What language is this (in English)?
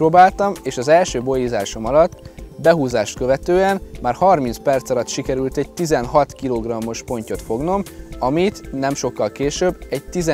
Hungarian